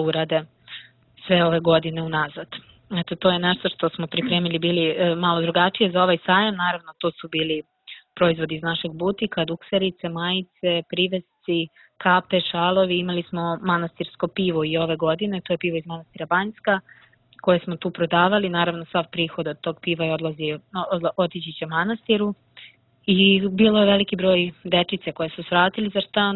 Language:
Serbian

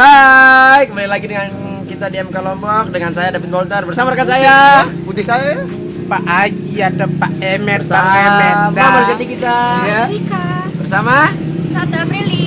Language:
Sasak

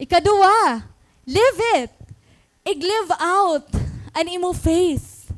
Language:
Waray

